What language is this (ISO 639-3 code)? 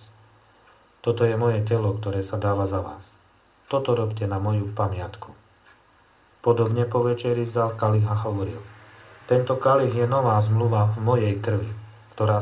slk